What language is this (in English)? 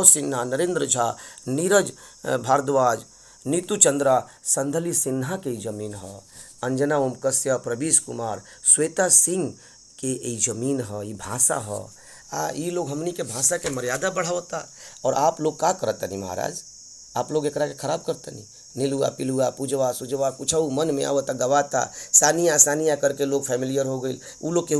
Bhojpuri